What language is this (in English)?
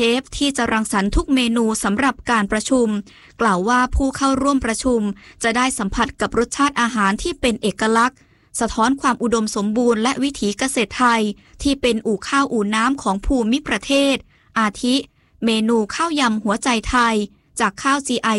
Thai